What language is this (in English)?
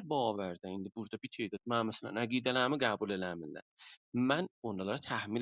South Azerbaijani